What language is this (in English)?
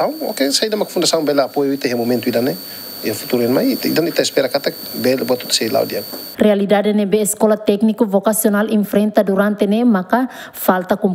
Tetum